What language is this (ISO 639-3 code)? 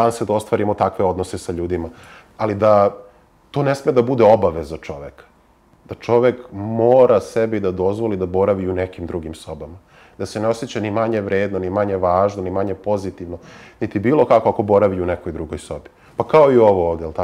srp